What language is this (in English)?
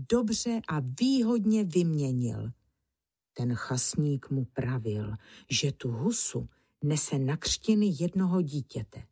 Czech